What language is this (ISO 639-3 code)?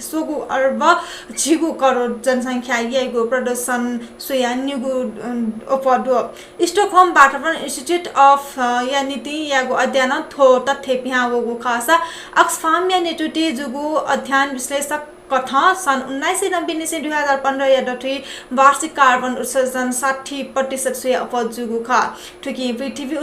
new